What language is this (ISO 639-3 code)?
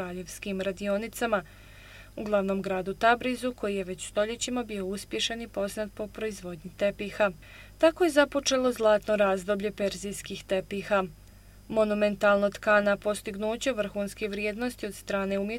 bos